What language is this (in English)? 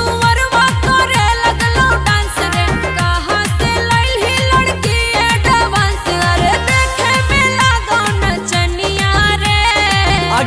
Magahi